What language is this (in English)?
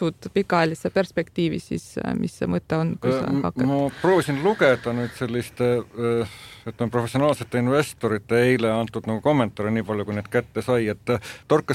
Estonian